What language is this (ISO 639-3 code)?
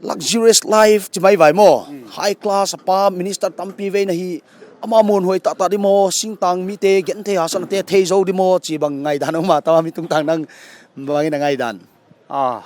pck